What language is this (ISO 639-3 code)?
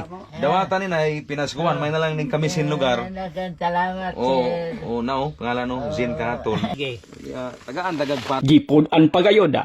ceb